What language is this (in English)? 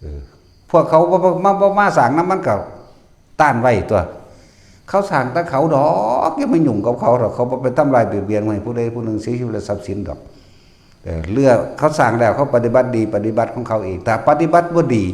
Northeastern Thai